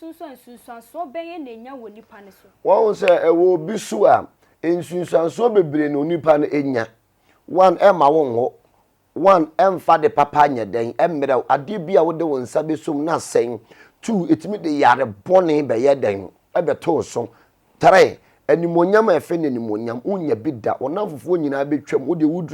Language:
Akan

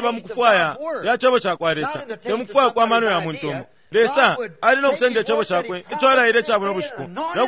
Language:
Bemba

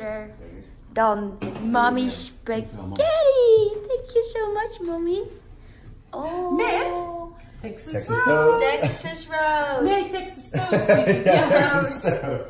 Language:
Dutch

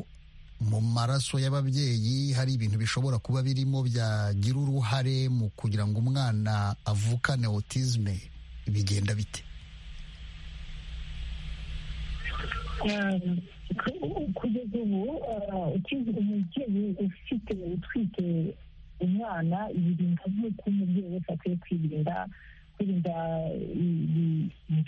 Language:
Kinyarwanda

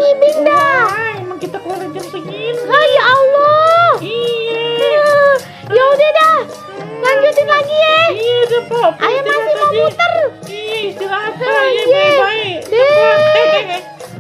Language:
Betawi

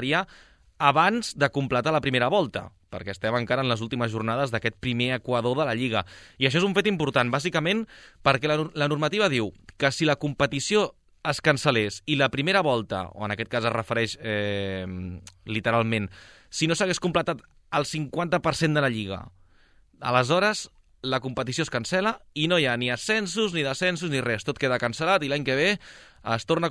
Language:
Catalan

